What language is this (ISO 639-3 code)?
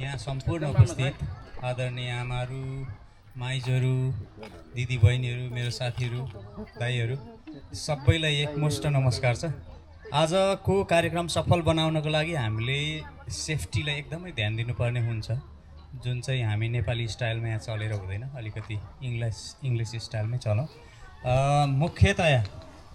nep